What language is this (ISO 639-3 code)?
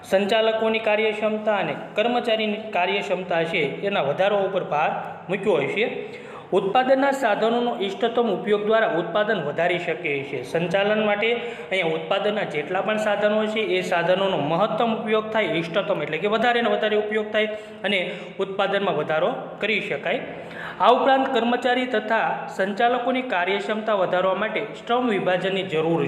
guj